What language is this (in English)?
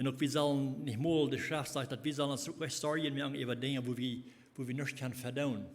Plautdietsch